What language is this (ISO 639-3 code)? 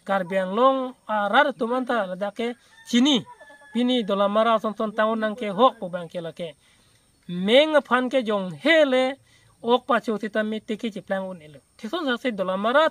mjw